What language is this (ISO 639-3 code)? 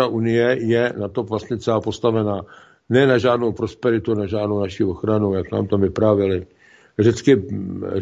ces